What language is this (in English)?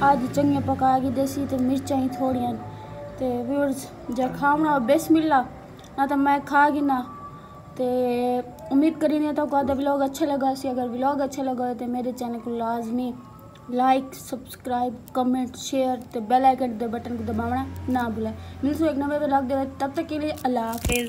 Saraiki